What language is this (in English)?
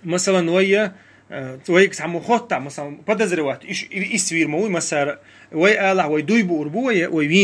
Chechen